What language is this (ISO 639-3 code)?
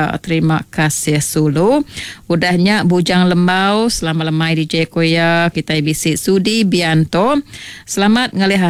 iba